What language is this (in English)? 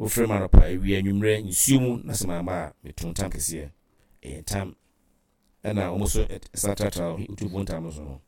Akan